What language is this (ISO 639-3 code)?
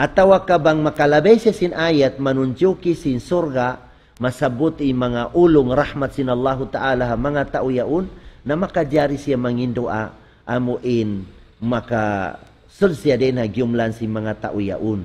tsg